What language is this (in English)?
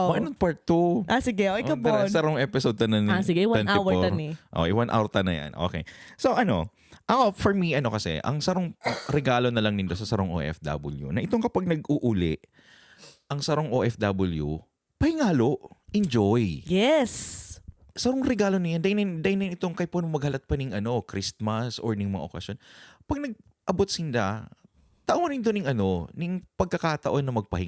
Bikol